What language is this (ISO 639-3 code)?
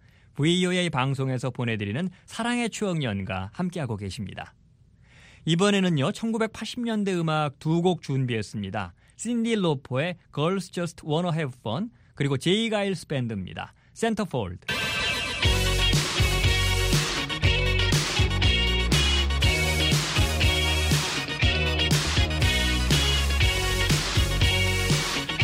kor